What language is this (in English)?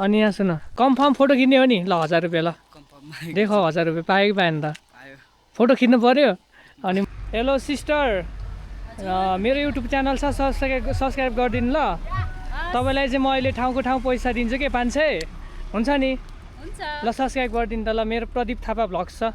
Nepali